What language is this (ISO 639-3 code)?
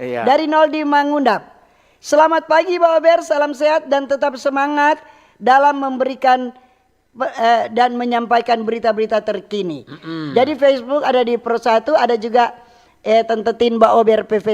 xmm